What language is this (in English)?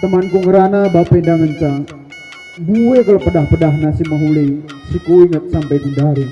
Batak Karo